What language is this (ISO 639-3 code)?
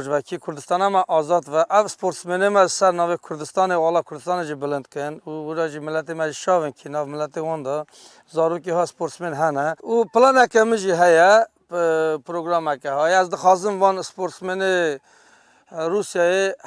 kur